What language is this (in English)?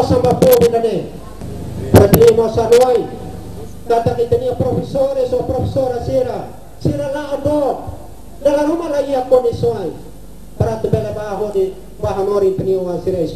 Tetum